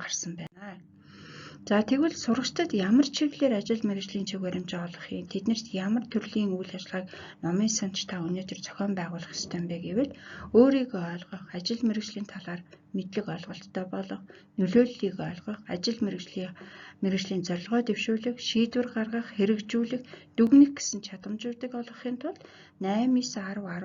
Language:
Mongolian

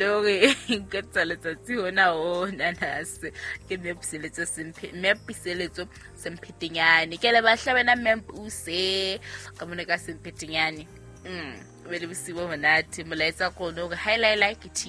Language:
Southern Sotho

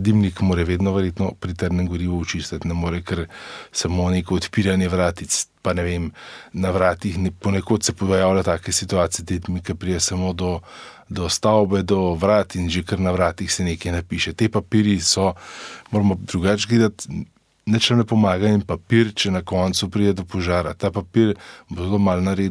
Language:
Slovenian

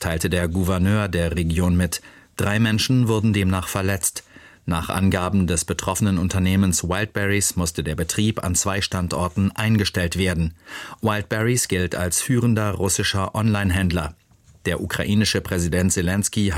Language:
German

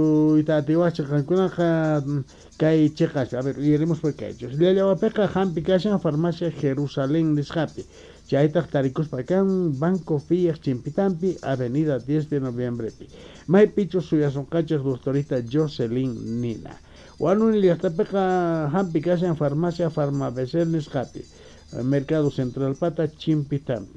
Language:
South Bolivian Quechua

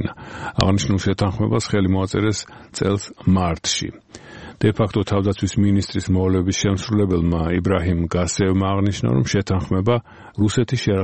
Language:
Georgian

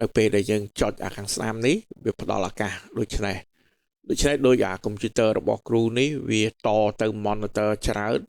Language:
Khmer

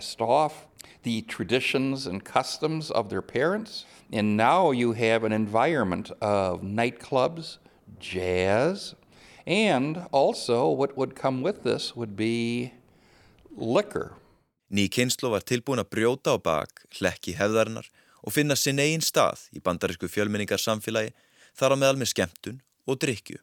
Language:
Icelandic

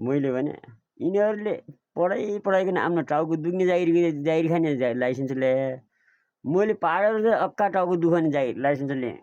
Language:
Nepali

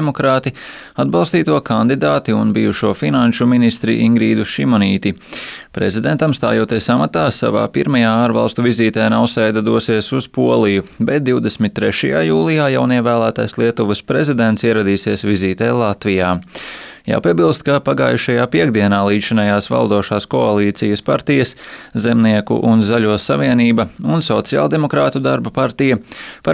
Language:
Latvian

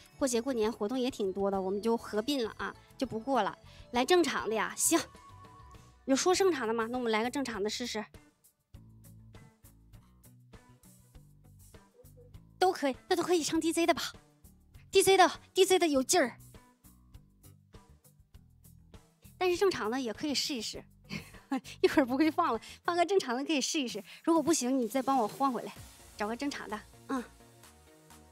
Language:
Chinese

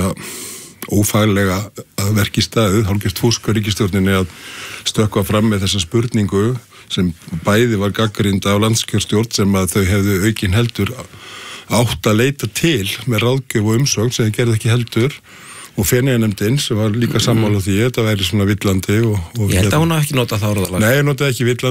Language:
Icelandic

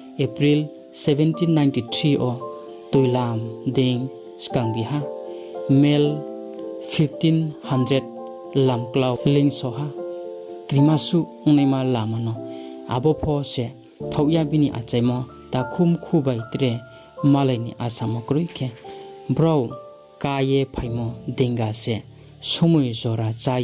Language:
Riang (India)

